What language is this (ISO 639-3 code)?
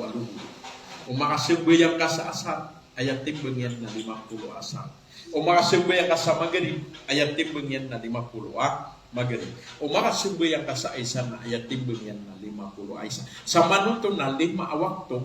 mrw